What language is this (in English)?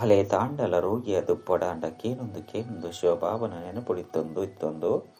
Tulu